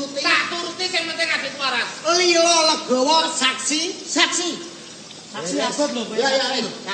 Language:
Javanese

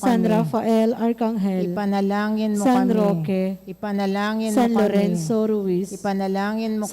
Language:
Pampanga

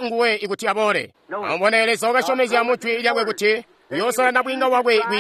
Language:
Tonga (Zambia)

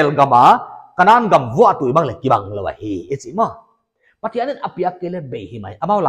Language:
Paite Chin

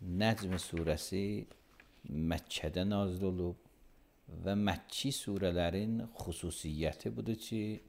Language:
Azerbaijani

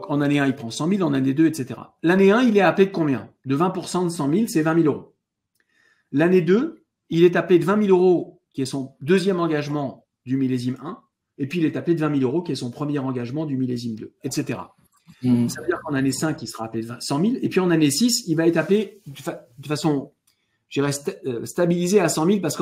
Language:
French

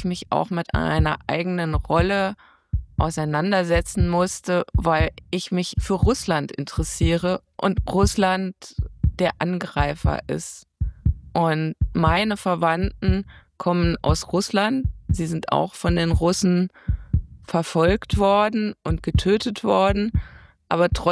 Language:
German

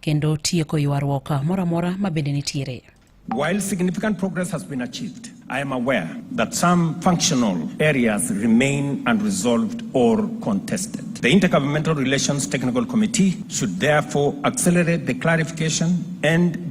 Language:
Luo (Kenya and Tanzania)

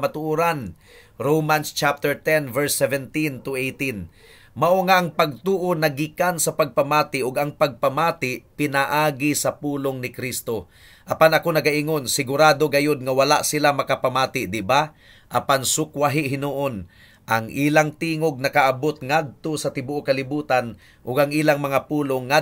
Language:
Cebuano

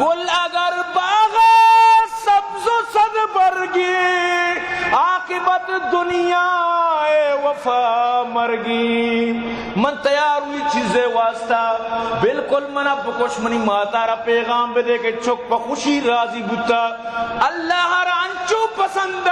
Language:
Eastern Balochi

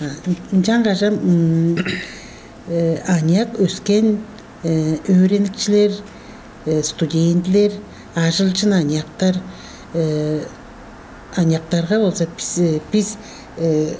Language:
Tuvinian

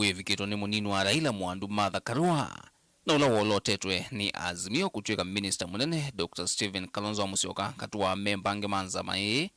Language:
Kamba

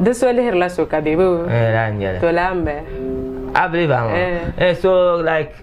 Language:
Dagbani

